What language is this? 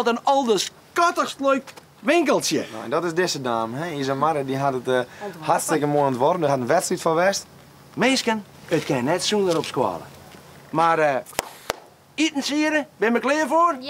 Western Frisian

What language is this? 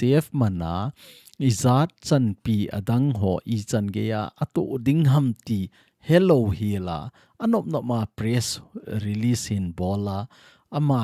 Thado Chin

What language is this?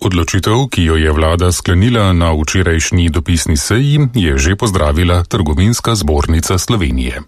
Slovenian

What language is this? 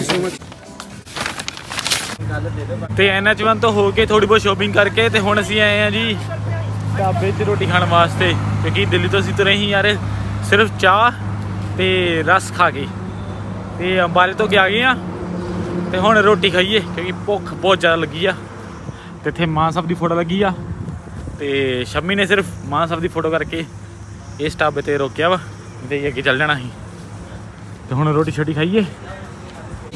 Punjabi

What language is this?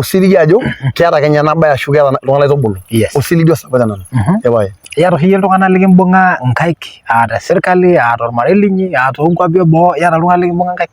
Masai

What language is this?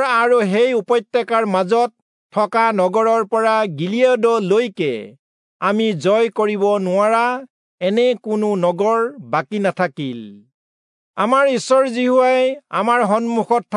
Assamese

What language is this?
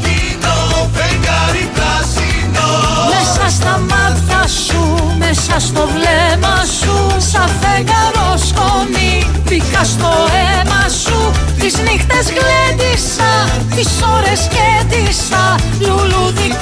Greek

